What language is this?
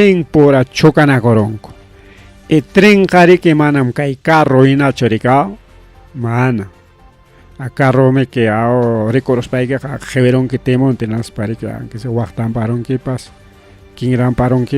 Ayacucho Quechua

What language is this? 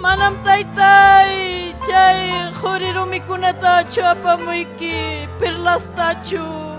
Ayacucho Quechua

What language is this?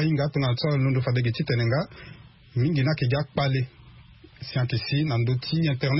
Sango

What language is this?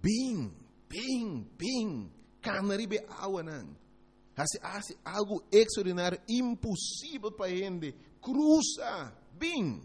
Papiamento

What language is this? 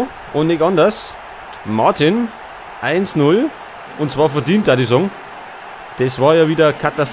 Bavarian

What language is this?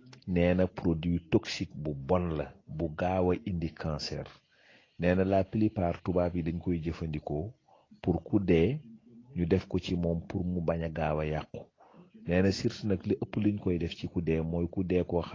Wolof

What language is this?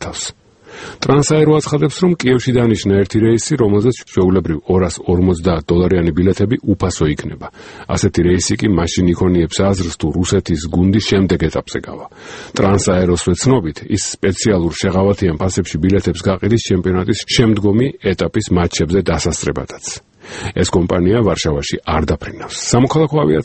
Georgian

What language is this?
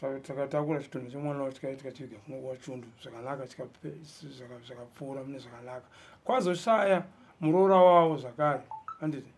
Shona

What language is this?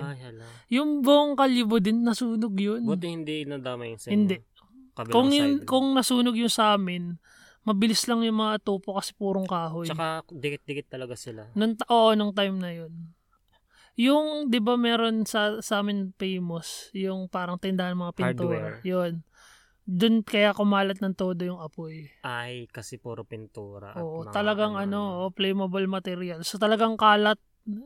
Filipino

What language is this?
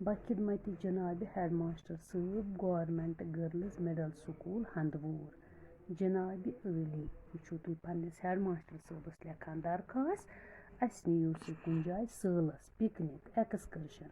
Kashmiri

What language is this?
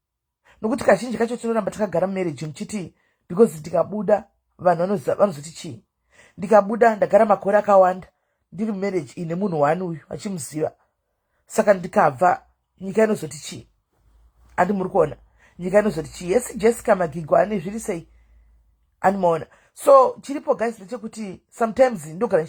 Shona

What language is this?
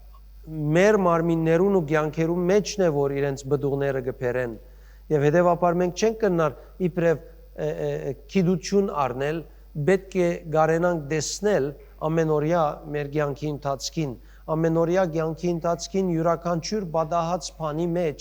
Western Armenian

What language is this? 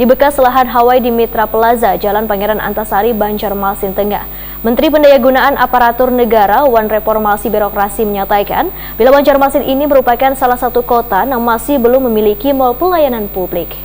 Banjar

